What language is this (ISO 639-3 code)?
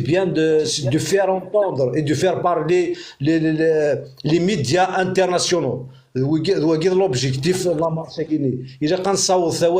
kab